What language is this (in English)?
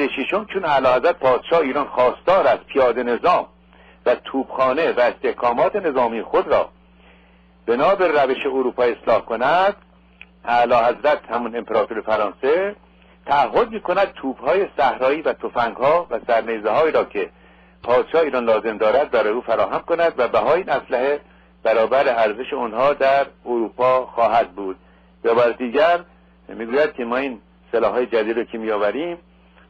Persian